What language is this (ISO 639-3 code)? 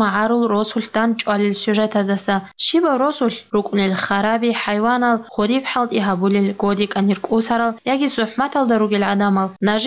ava